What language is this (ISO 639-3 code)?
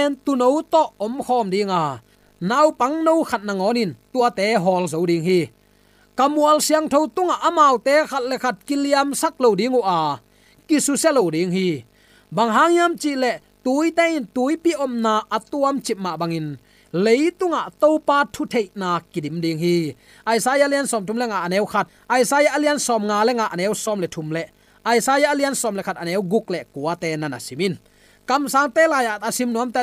ctd